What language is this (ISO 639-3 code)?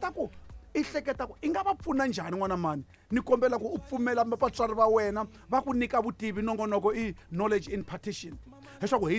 tso